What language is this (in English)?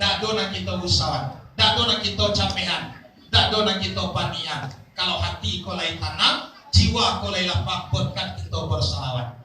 Minangkabau